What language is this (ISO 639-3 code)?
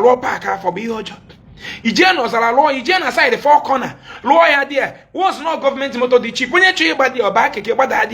ibo